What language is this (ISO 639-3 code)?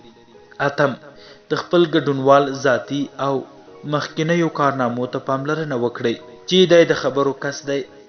pus